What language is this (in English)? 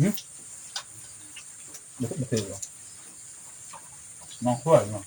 Northeastern Thai